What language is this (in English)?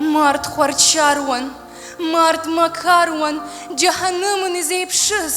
Abkhazian